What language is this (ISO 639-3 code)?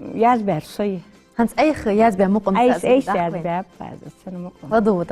inh